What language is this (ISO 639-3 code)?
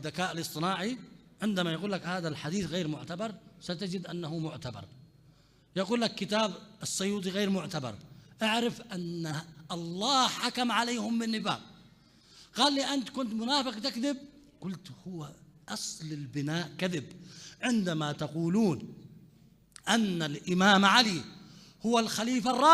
acm